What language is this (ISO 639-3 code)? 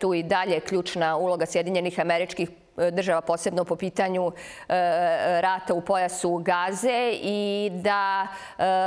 srp